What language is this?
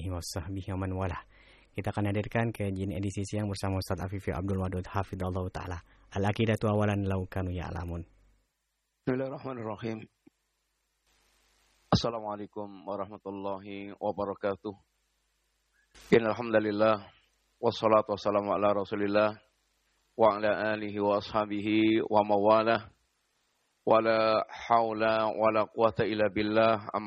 Indonesian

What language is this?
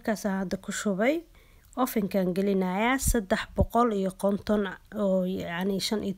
Somali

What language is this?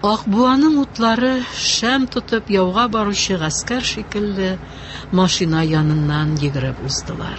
Tatar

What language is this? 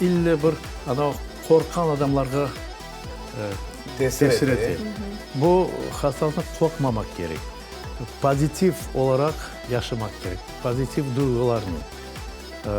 Crimean Tatar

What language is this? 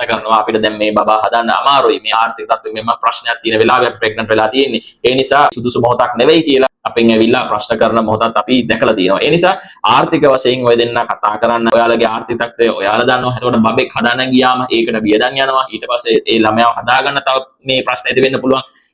Sinhala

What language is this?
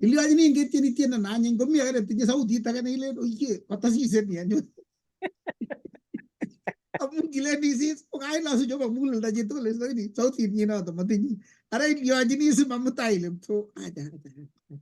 Kalenjin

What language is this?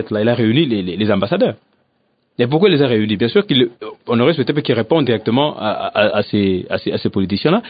French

